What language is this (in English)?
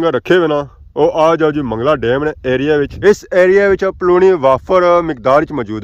Pahari-Potwari